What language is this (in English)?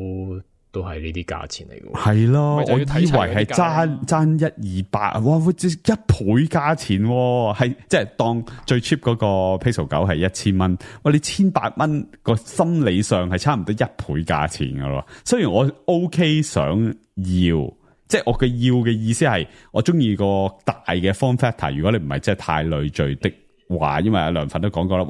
Cantonese